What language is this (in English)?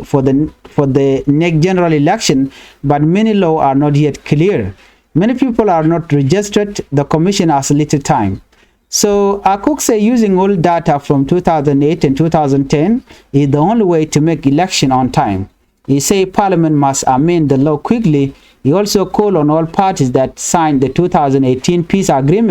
Nuer